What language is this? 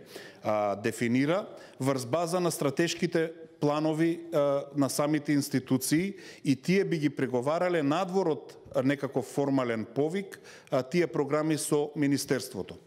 Macedonian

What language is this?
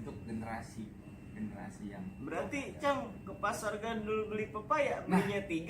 Betawi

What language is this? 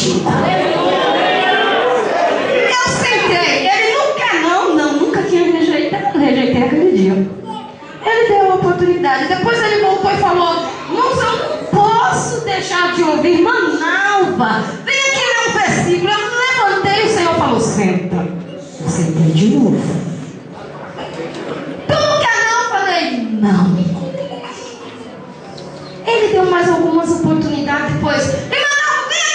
Portuguese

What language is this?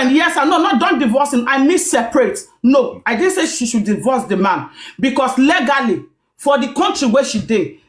Nigerian Pidgin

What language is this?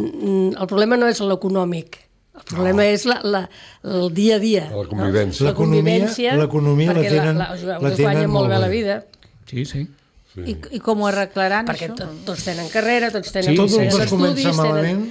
Catalan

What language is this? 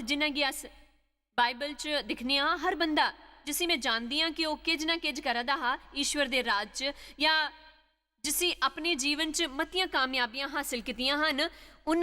Dogri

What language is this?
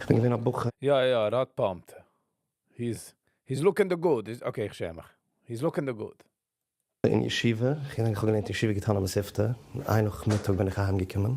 Yiddish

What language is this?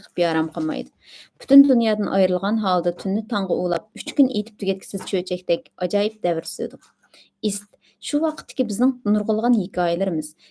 Uyghur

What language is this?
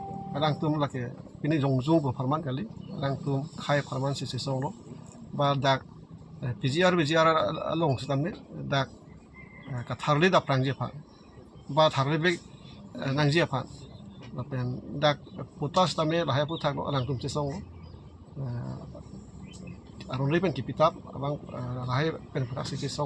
Karbi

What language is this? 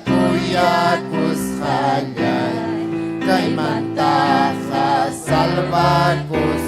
Ayacucho Quechua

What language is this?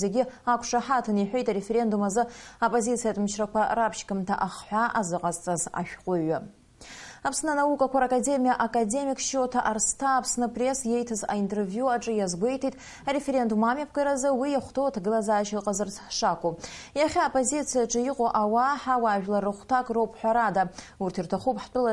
Abkhazian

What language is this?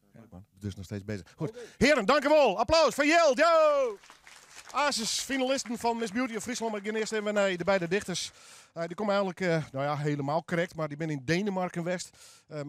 Western Frisian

